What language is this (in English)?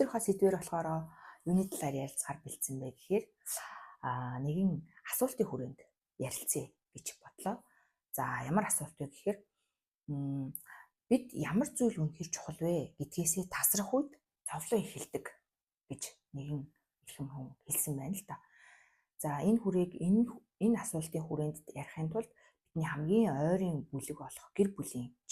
Mongolian